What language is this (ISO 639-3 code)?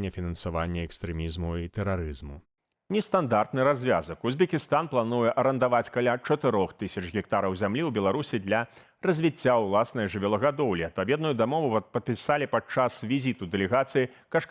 bel